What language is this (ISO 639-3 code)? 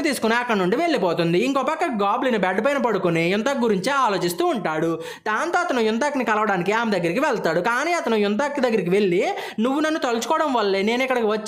tel